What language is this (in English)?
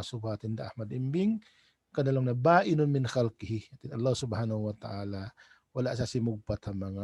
Tausug